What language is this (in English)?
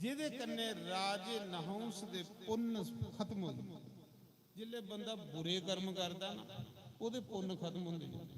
Dogri